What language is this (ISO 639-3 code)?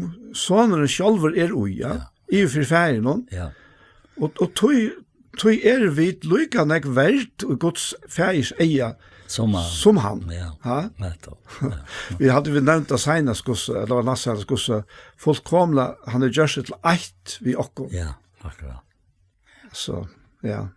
fao